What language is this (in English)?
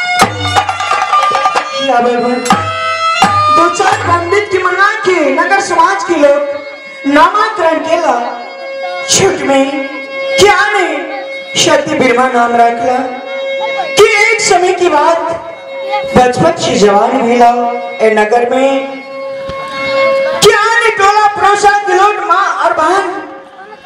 Maithili